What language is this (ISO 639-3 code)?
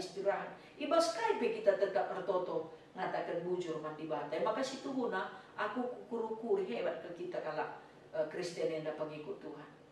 btx